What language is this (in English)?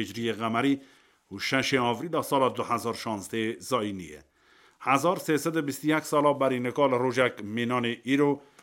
Kurdish